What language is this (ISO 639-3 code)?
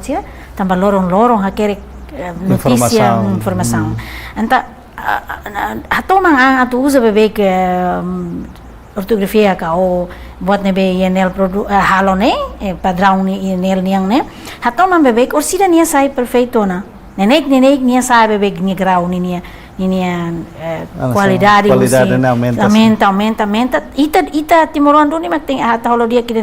tet